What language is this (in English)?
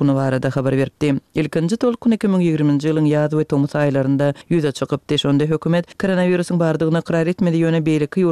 Turkmen